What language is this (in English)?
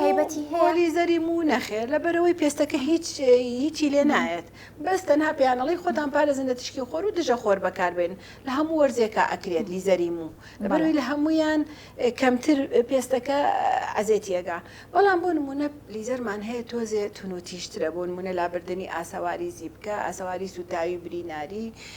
Central Kurdish